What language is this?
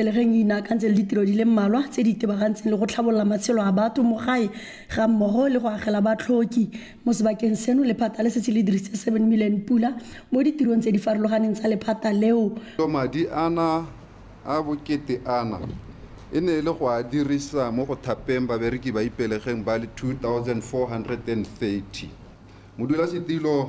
Tswana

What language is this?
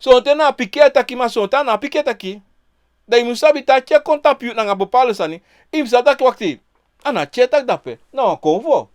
Sranan Tongo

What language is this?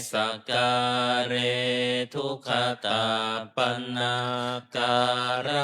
Pali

